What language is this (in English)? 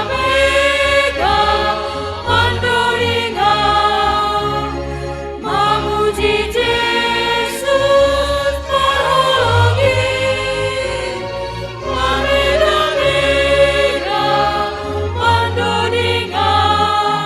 Batak Simalungun